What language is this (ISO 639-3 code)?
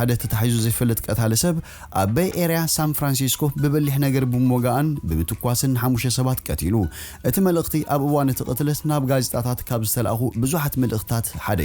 tir